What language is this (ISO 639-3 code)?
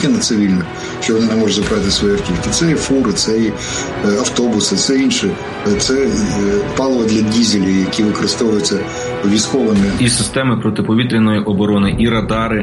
ukr